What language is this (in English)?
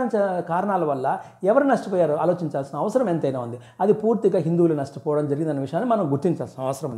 Telugu